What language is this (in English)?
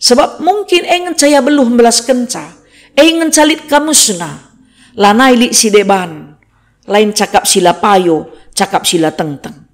Batak Karo